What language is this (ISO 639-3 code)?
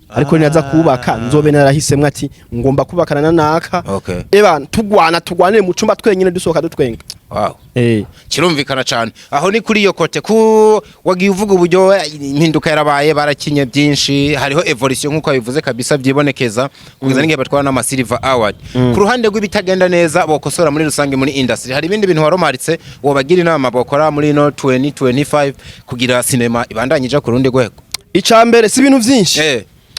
run